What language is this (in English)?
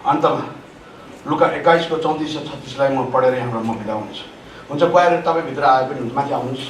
Nepali